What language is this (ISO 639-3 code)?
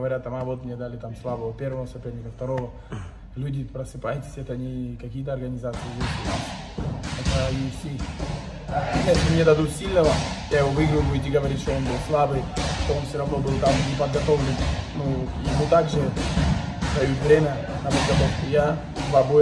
rus